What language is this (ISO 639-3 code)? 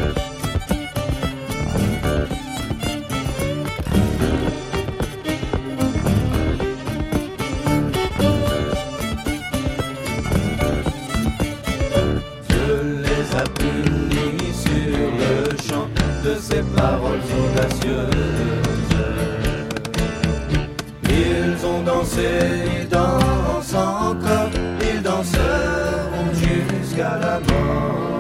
fra